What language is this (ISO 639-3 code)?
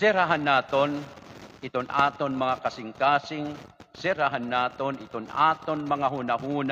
war